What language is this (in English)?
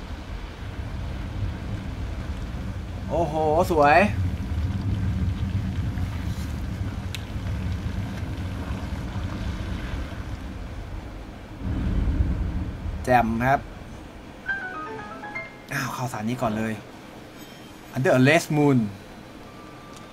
Thai